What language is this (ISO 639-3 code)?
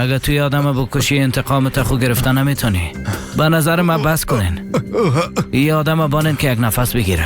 fas